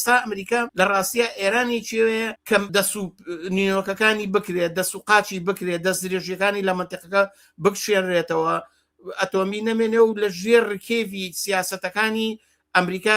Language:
Central Kurdish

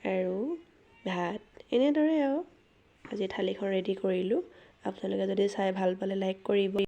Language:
Assamese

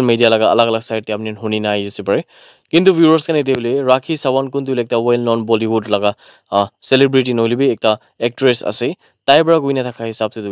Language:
Naga Pidgin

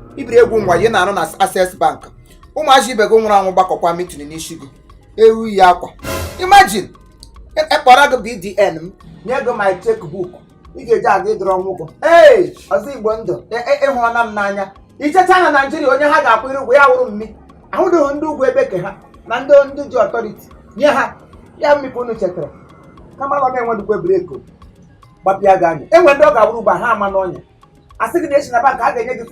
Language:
Igbo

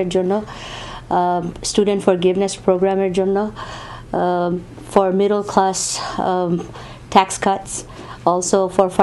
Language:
Bangla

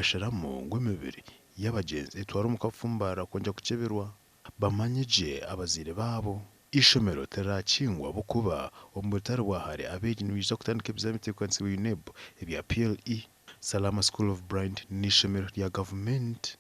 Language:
Nyankole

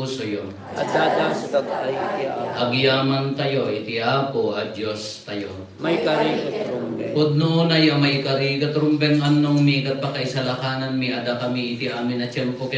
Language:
Iloko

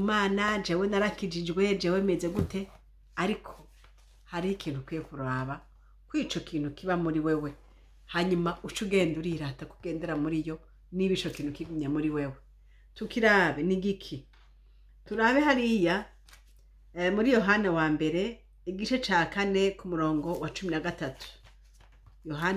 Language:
Rundi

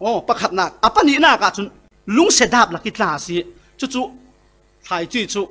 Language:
Falam Chin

